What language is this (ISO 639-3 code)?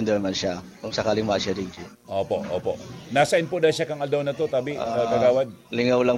bik